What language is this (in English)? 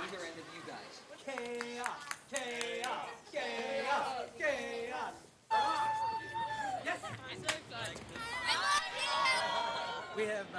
English